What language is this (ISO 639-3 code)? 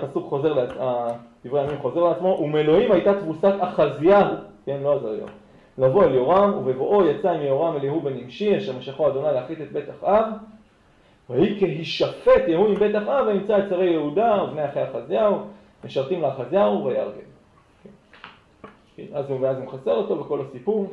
heb